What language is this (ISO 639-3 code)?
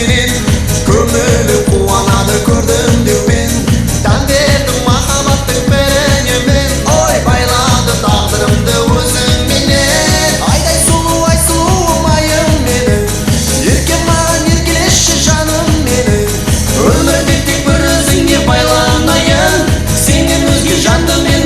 kaa